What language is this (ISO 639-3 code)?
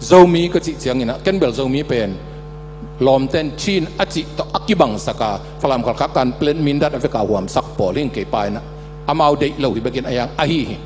ctd